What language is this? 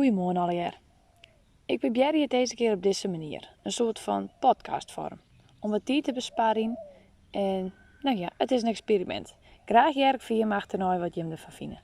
Western Frisian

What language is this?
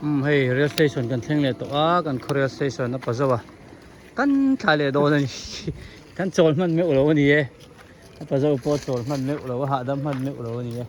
Hmar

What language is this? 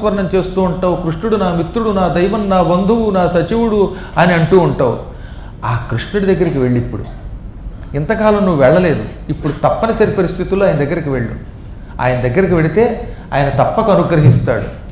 Telugu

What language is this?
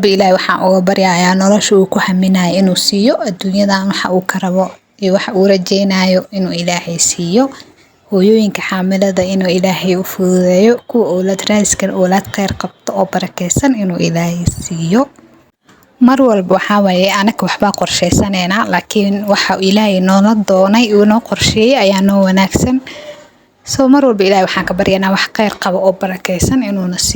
Somali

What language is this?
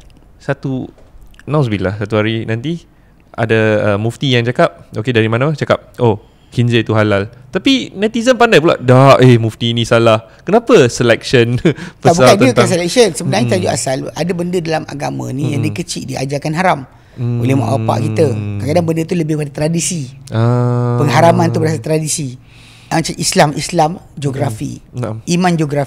Malay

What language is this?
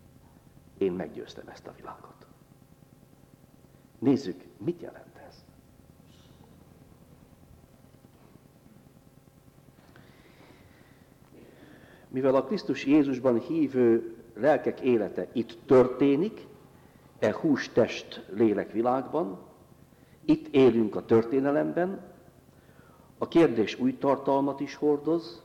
Hungarian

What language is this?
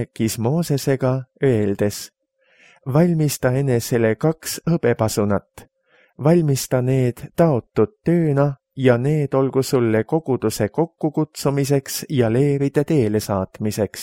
Estonian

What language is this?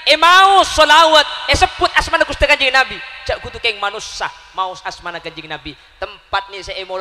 Madurese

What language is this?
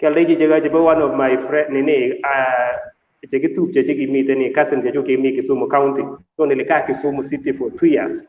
Kalenjin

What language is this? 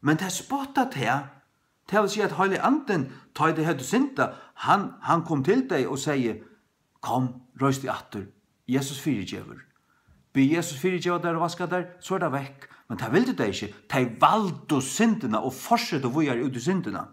Faroese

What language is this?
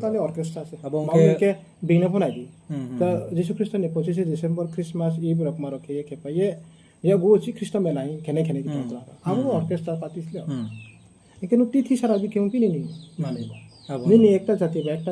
Riang (India)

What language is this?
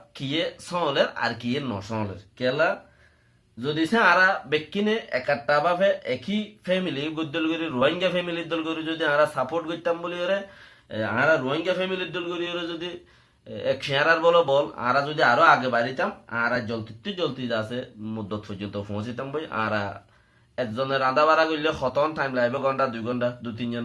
Rohingya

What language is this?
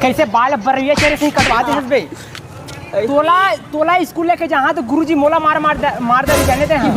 Chhattisgarhi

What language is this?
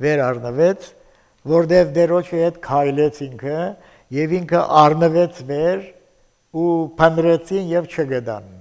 Armenian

